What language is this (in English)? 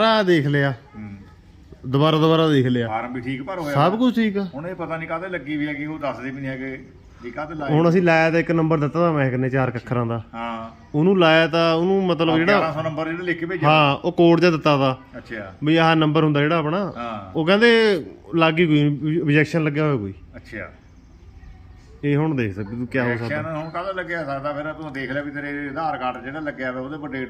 Punjabi